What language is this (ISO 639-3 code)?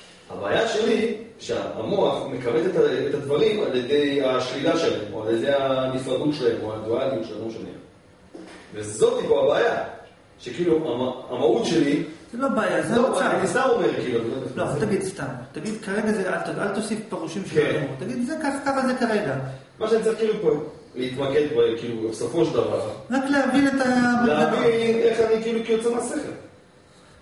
heb